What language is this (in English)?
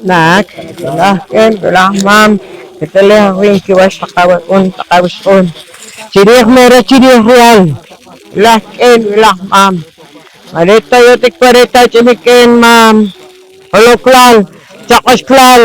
Poqomchi'